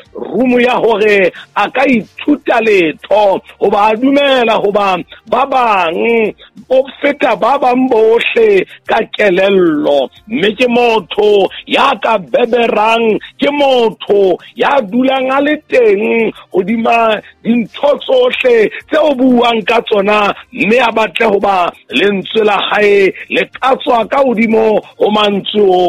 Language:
Southern Sotho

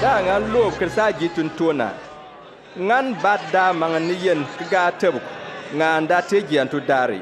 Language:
Bimoba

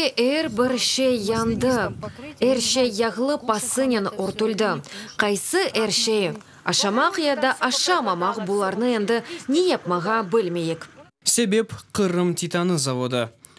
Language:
Crimean Tatar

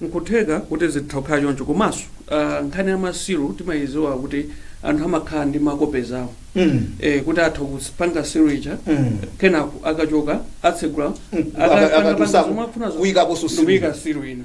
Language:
Nyanja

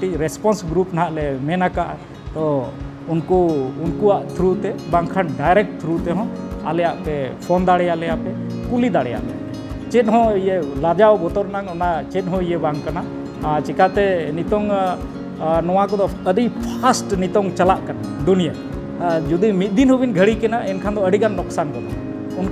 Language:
Santali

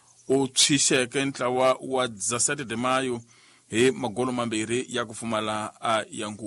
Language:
Tsonga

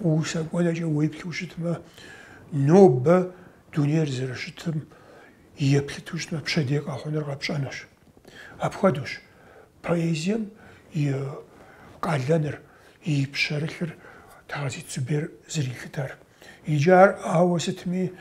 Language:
Kabardian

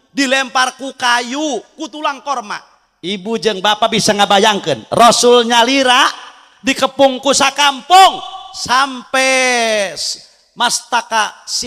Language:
Sundanese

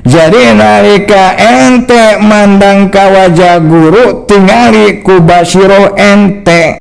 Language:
Sundanese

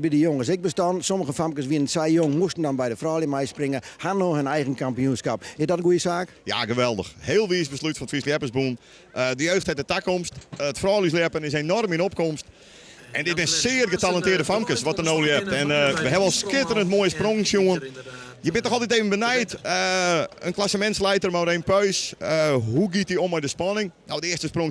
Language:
Western Frisian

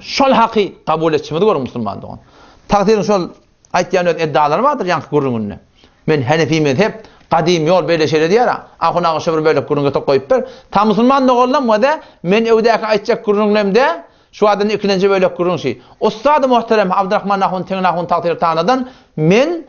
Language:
Turkmen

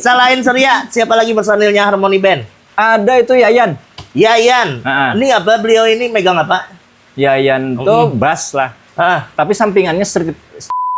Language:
Banjar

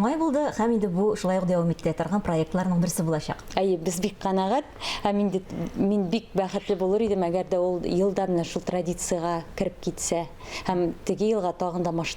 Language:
Tatar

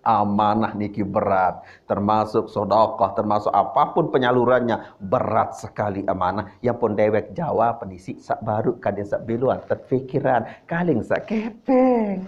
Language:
Sasak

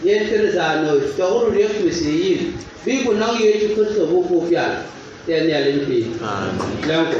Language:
Dinka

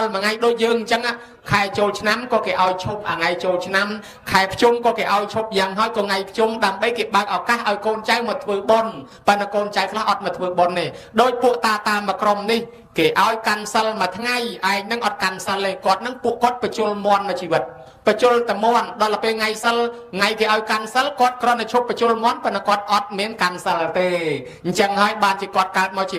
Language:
Khmer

